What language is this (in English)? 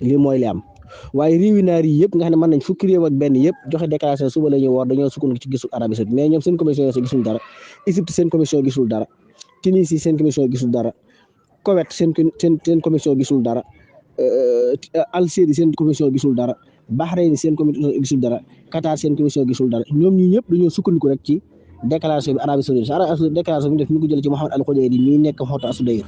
Wolof